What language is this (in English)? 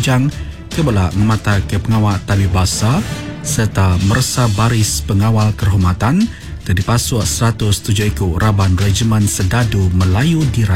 Iban